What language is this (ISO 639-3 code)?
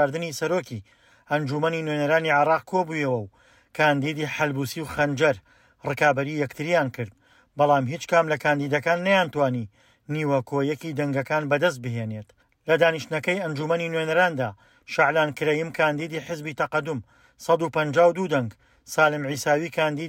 ckb